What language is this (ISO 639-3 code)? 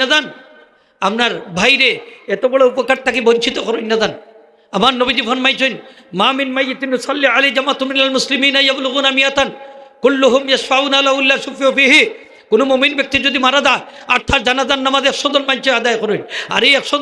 syl